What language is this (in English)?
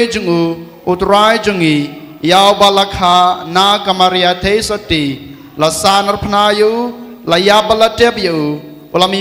Khasi